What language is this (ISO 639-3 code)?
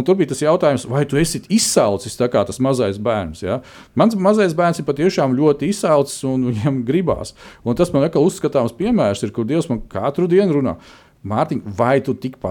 lav